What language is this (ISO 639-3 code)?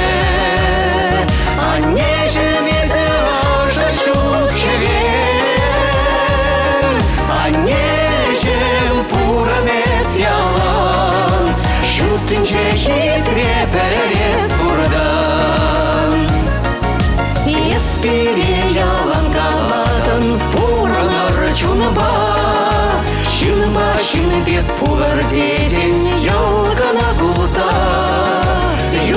chv